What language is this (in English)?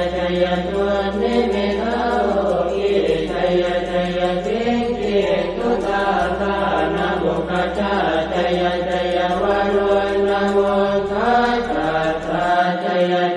Pali